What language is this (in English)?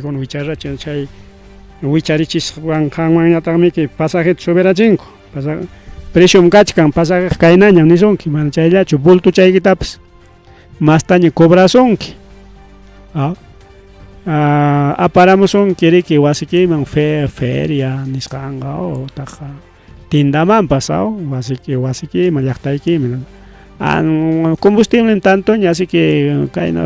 Ayacucho Quechua